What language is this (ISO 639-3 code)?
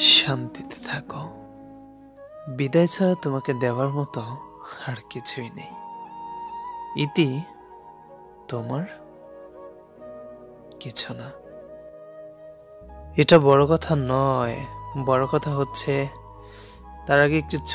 ben